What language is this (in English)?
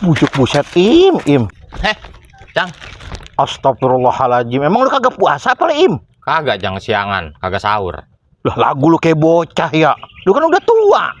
Betawi